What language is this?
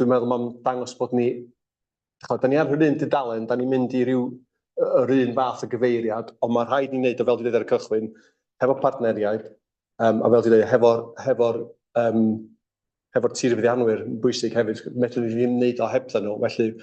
Welsh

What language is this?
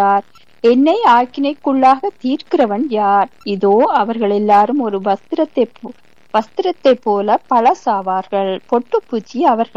Tamil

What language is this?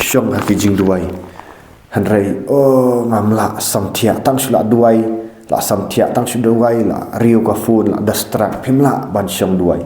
Khasi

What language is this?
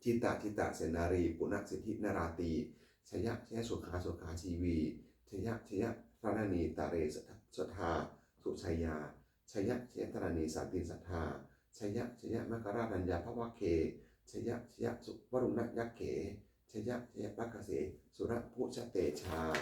Pali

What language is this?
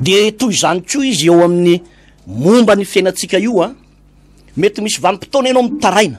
Malagasy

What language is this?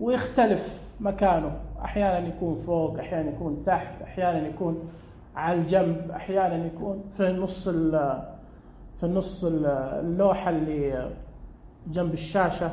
Najdi Arabic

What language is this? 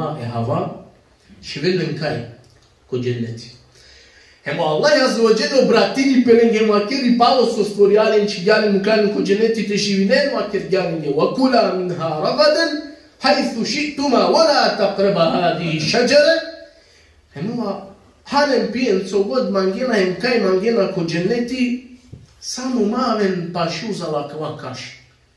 Balkan Romani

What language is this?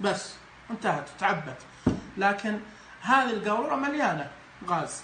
Najdi Arabic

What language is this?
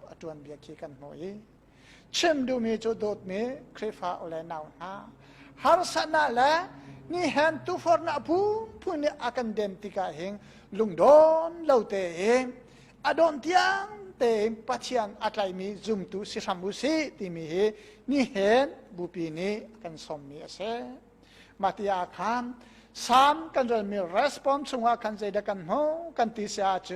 Hakha Chin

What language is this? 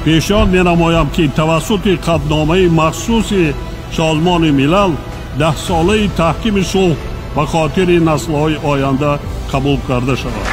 Tajik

